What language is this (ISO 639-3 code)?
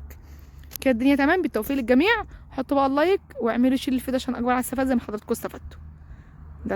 arz